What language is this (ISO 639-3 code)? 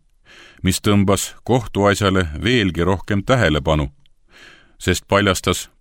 est